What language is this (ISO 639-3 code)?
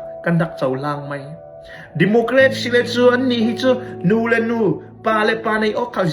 cfm